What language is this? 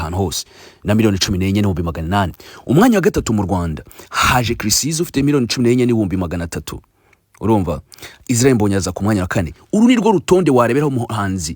Kinyarwanda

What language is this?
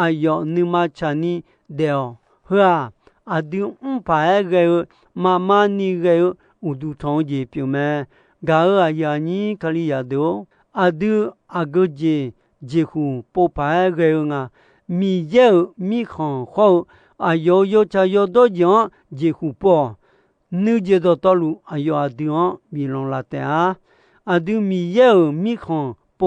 Akha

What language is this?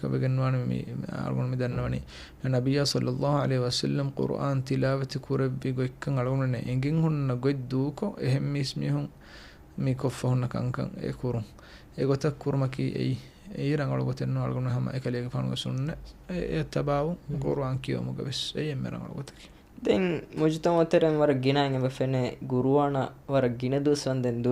Divehi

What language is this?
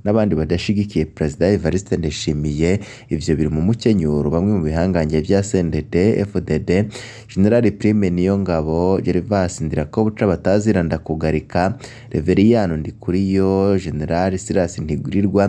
Rundi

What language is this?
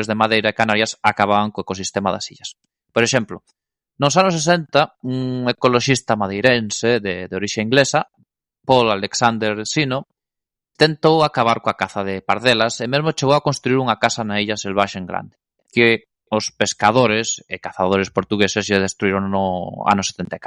Galician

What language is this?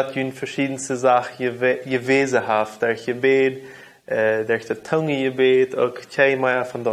Plautdietsch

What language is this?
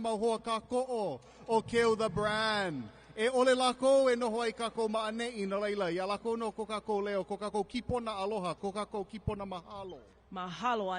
Hawaiian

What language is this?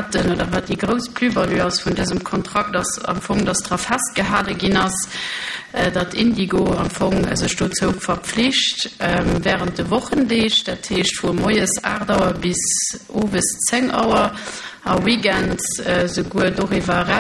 Luxembourgish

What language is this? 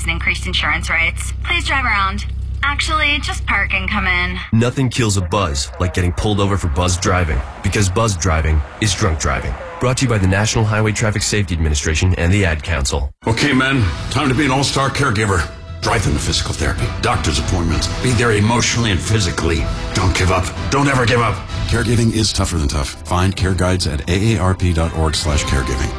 English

